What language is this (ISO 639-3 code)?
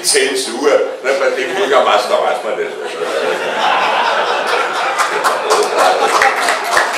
deu